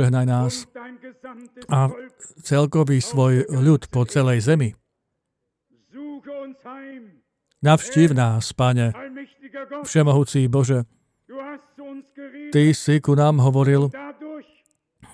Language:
Slovak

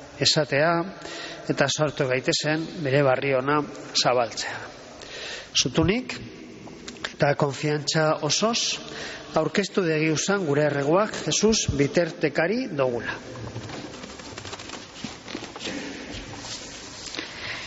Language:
Basque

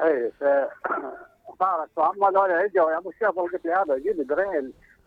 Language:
Mesopotamian Arabic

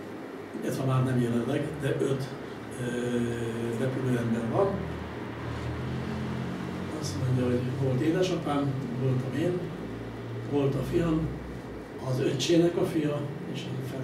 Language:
Hungarian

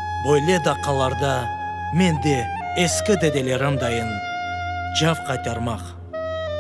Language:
Crimean Tatar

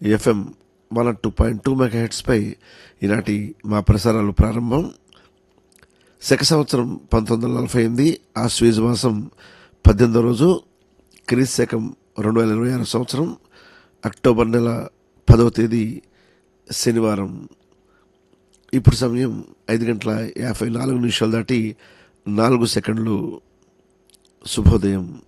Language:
Telugu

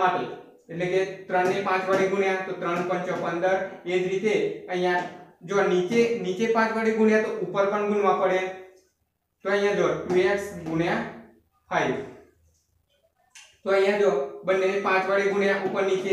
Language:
Gujarati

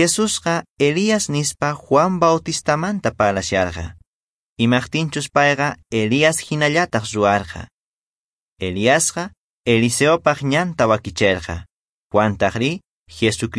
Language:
Quechua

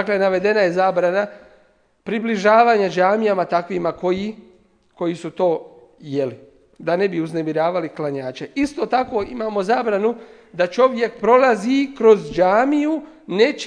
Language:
Bosnian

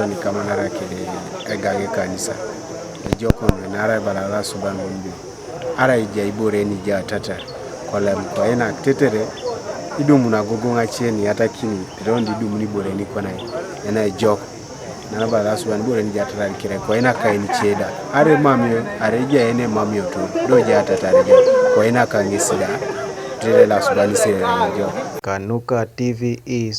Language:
Teso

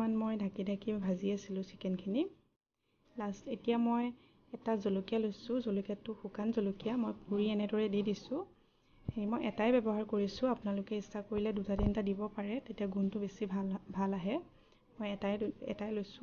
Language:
Assamese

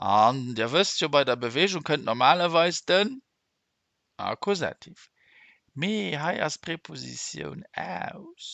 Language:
Luxembourgish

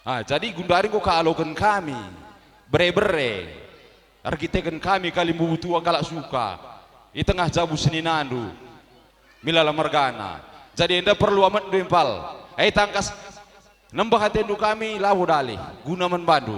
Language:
Batak Karo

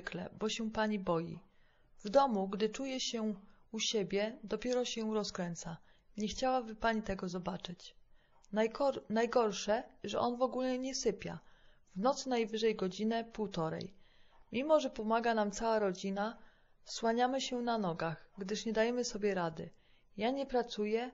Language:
Polish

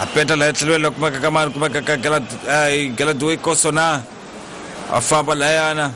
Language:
Tsonga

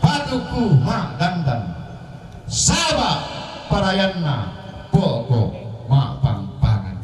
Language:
Toraja-Sa'dan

